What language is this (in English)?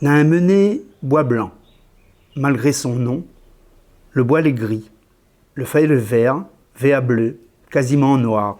Réunion Creole French